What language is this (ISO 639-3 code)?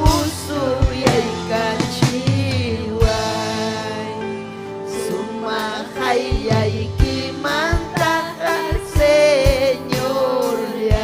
quy